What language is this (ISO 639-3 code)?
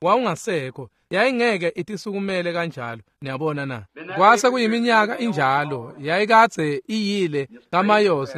ssw